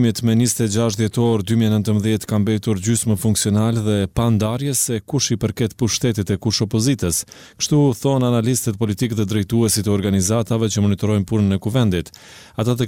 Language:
Albanian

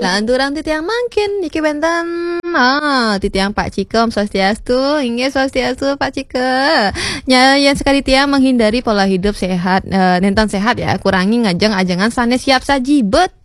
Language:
Balinese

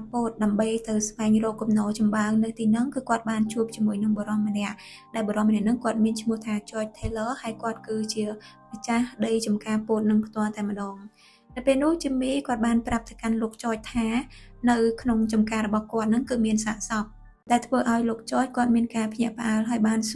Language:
Khmer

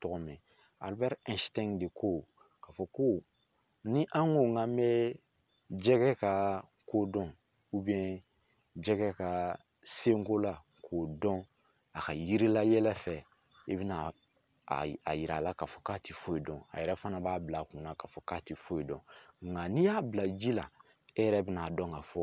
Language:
Bambara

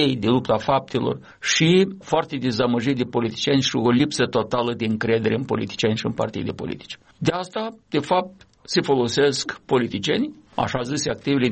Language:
Romanian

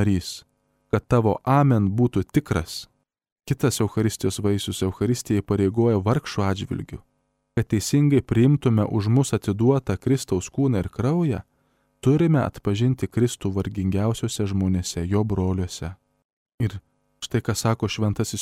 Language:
Lithuanian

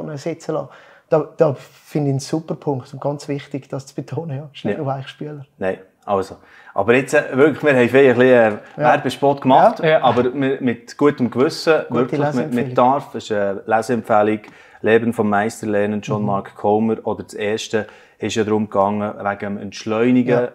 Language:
Swiss German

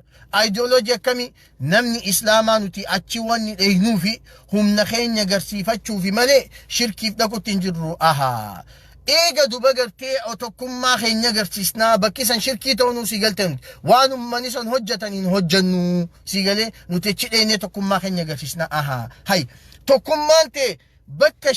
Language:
Oromo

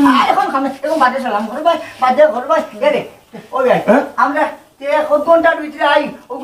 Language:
Sylheti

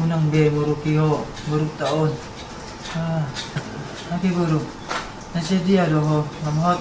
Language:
Batak Toba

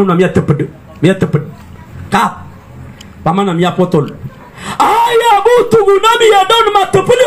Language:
Maranao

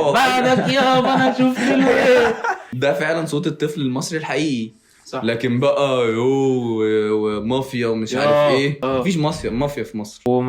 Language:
Egyptian Arabic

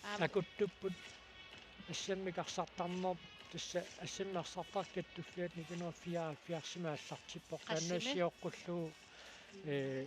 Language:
Kalaallisut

